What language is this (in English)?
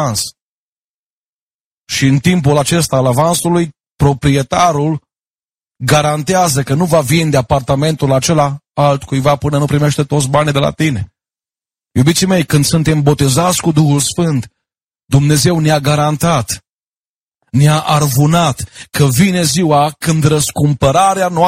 Romanian